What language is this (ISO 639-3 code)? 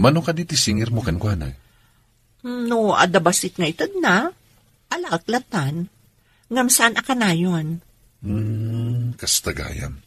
ilo